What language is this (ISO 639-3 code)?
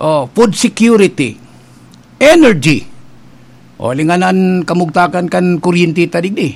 bik